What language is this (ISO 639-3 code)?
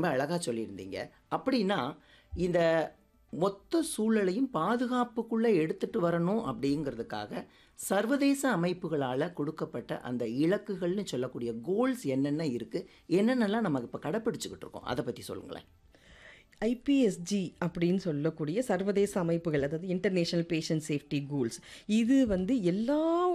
tam